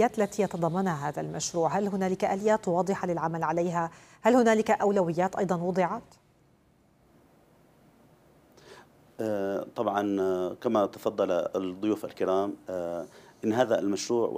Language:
Arabic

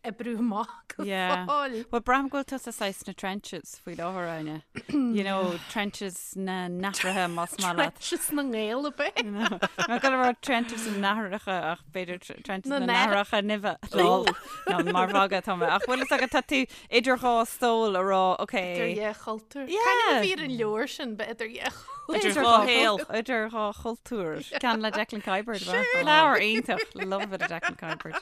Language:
Irish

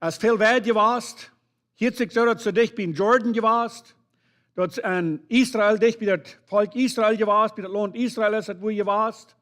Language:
Plautdietsch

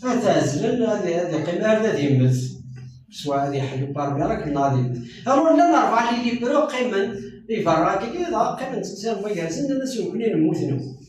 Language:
Kabyle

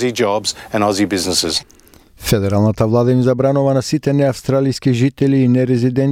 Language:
Macedonian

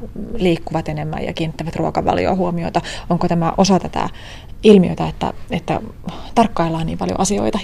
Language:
Finnish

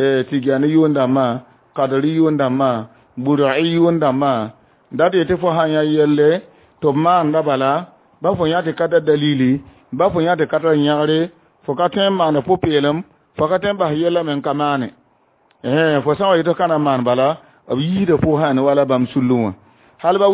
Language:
Mossi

